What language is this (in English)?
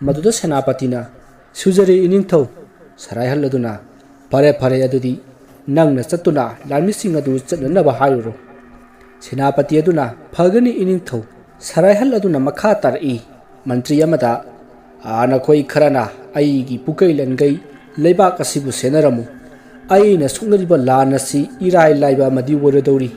Manipuri